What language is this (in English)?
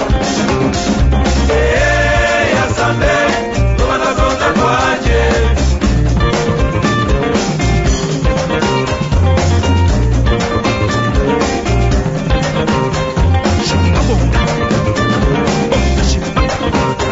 Spanish